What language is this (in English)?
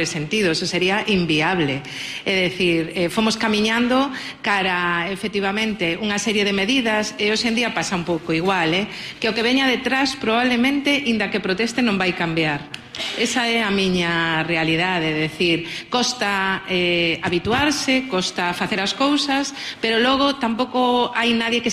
Galician